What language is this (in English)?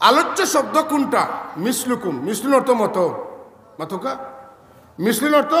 Sylheti